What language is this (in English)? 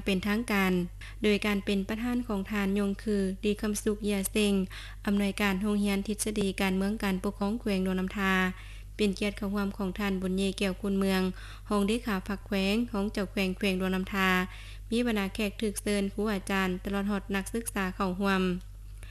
Lao